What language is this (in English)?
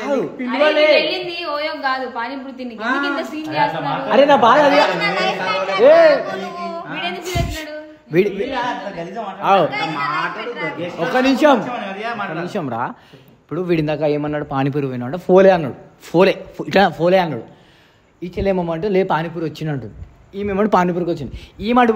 Telugu